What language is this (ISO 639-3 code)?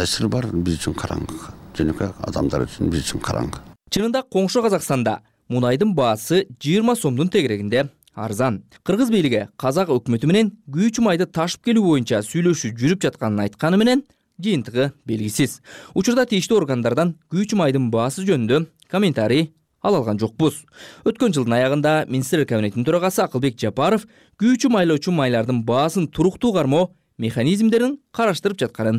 kir